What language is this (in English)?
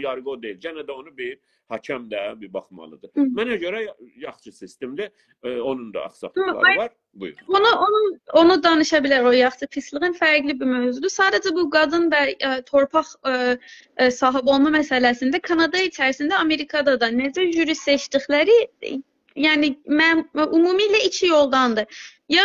South Azerbaijani